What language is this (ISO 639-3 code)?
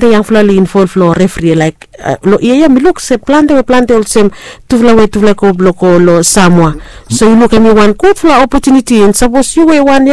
bis